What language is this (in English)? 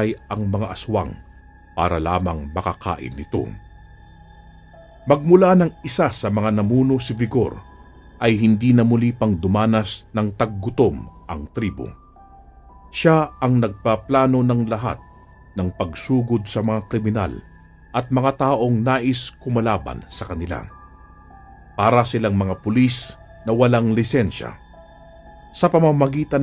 Filipino